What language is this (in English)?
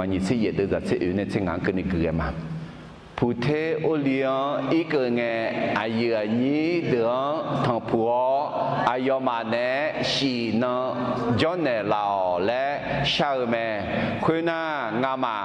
Akha